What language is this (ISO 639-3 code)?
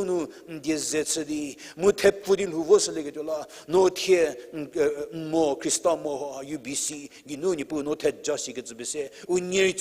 njm